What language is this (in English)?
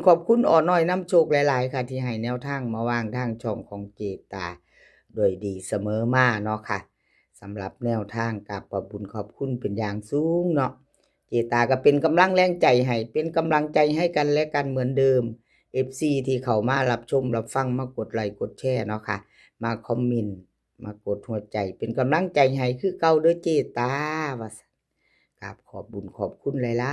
Northeastern Thai